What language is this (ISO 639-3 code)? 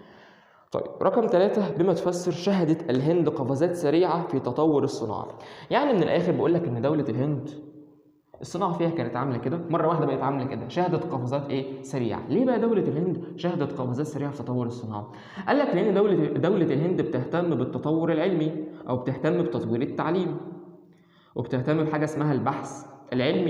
arz